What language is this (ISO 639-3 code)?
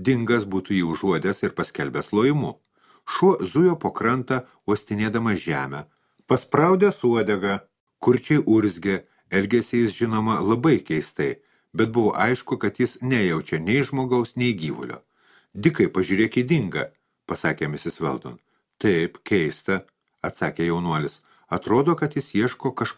lit